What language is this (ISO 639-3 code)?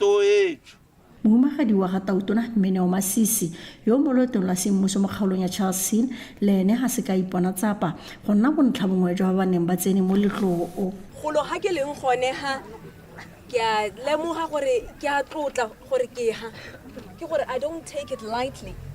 tsn